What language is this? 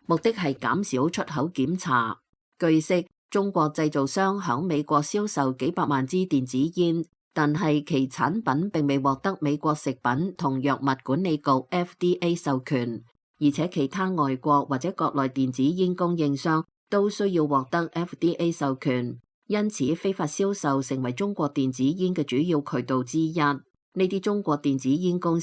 Cantonese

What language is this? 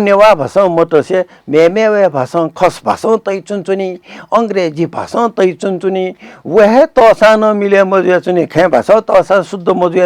Newari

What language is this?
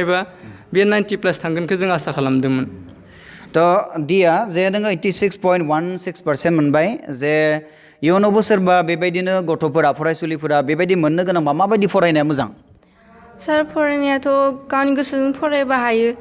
Bodo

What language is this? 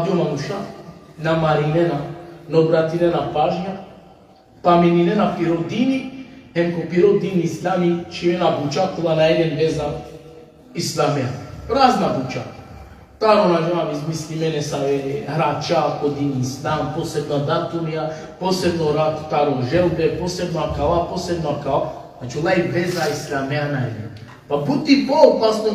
Balkan Romani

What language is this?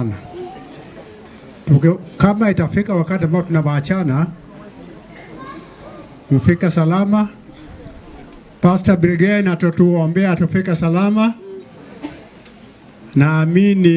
Swahili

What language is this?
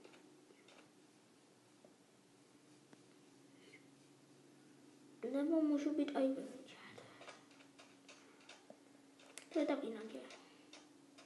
Czech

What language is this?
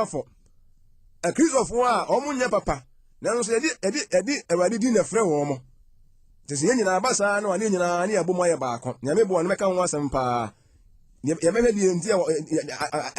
Akan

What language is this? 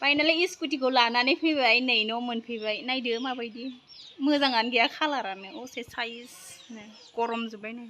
Bodo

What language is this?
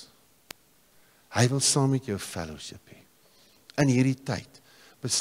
Afrikaans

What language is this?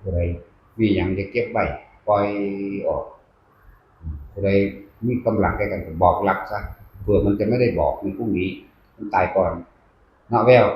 Northeastern Thai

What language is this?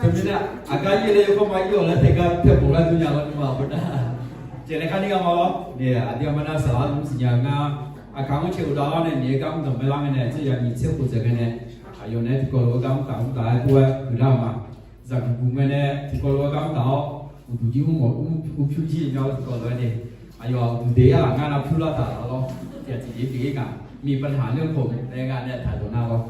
Akha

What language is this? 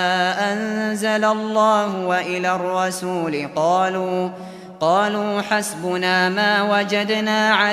Uyghur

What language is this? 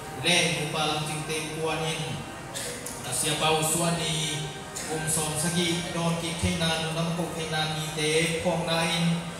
Tedim Chin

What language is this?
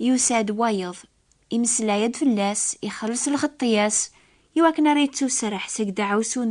Kabyle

